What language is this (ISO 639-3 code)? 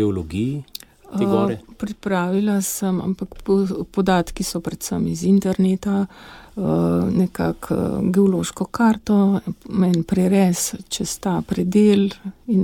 slv